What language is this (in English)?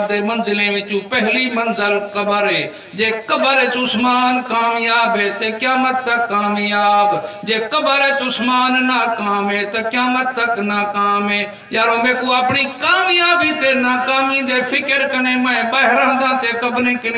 Saraiki